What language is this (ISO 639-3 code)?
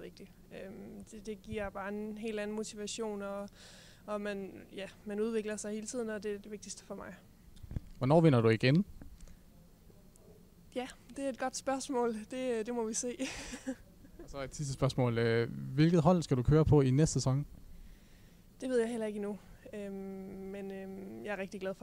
dan